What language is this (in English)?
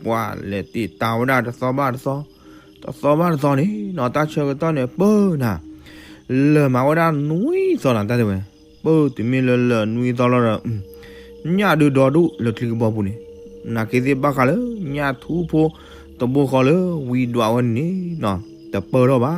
S'gaw Karen